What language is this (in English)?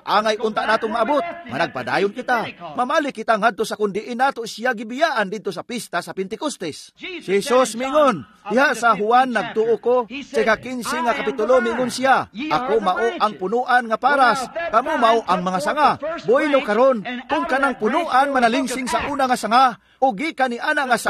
Cebuano